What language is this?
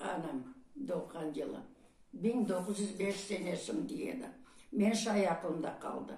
Crimean Tatar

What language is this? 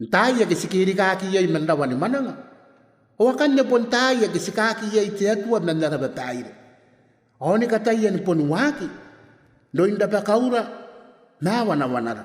Gilbertese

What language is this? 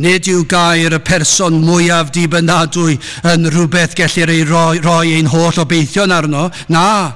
Welsh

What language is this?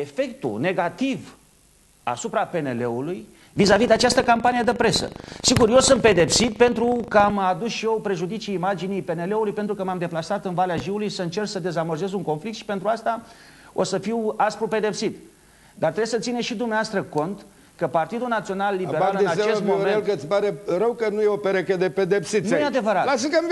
Romanian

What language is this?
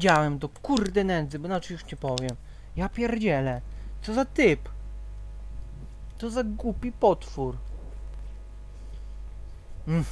Polish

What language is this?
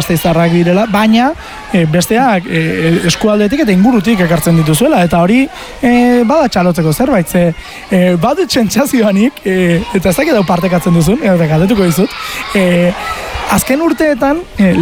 Basque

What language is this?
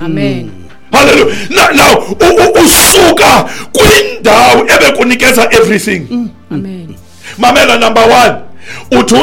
Xhosa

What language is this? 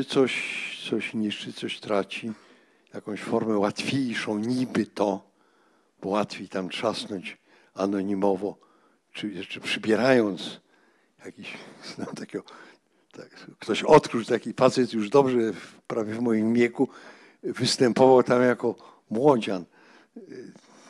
Polish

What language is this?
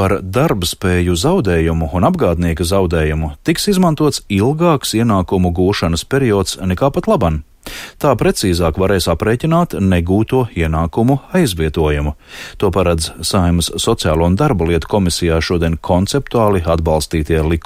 Latvian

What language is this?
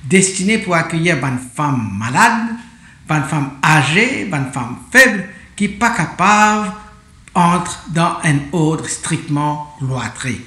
Morisyen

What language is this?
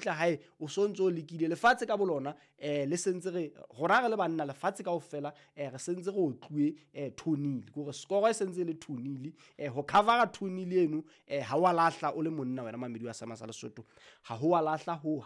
Southern Sotho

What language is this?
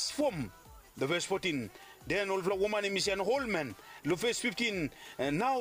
Bislama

